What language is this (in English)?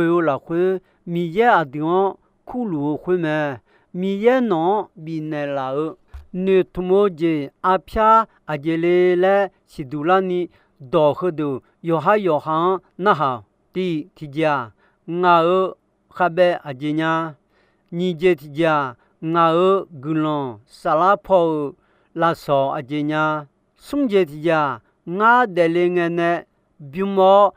Akha